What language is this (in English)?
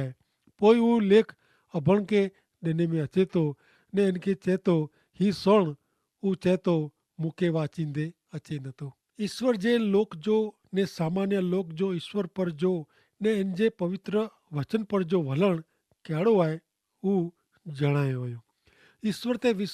Kachhi